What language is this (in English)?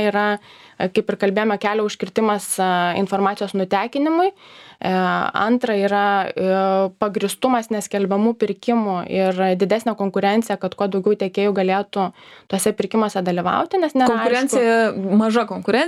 Lithuanian